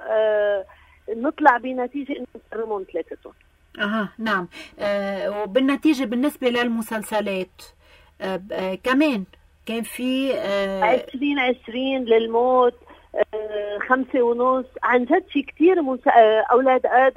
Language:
North Levantine Arabic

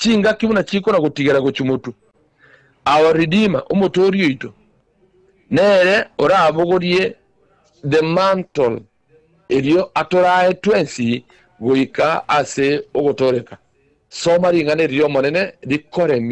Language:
Gusii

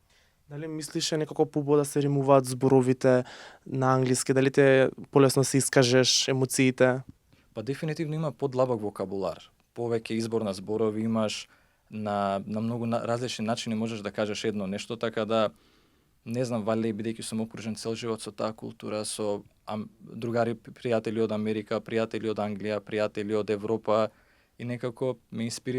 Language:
Macedonian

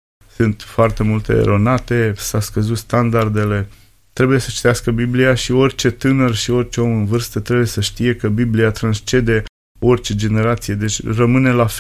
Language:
Romanian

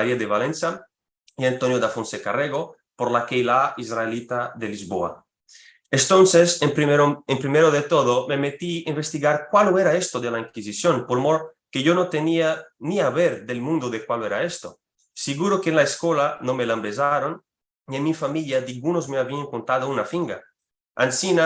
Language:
Ladino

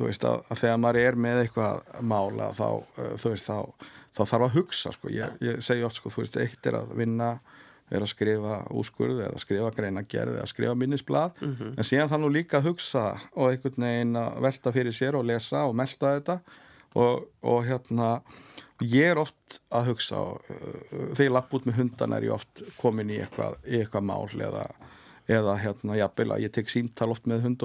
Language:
Icelandic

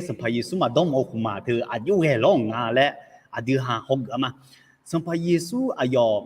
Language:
Akha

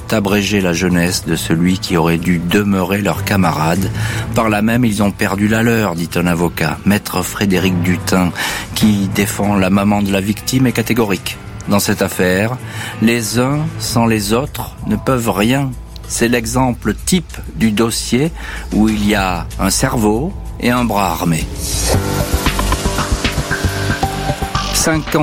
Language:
French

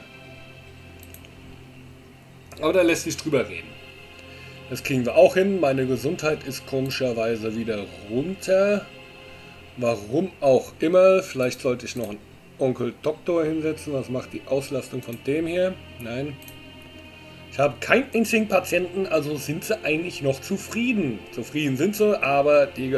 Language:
German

